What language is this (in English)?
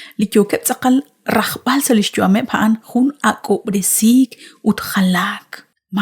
Kekchí